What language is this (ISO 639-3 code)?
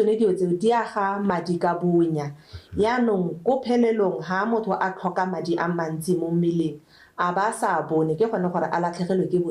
tsn